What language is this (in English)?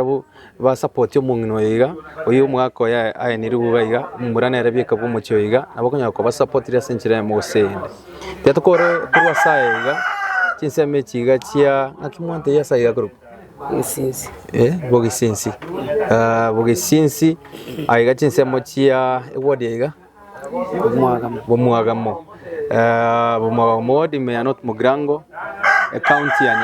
Gusii